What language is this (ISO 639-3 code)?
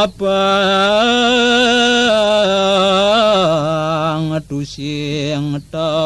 ban